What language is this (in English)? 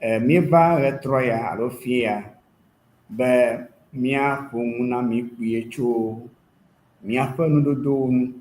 Ewe